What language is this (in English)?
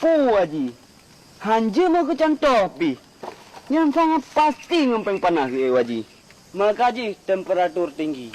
Achinese